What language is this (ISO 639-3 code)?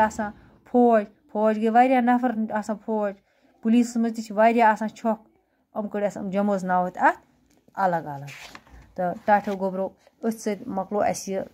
kas